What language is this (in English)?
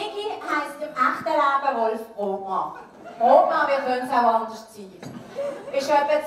Swiss German